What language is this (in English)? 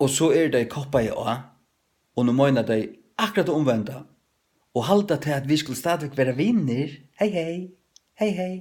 Faroese